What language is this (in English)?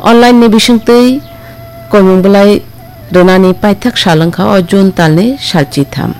Kok Borok